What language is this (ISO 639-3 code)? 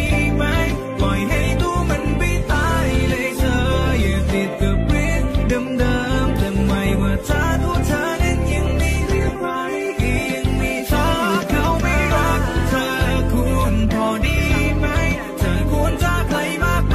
tha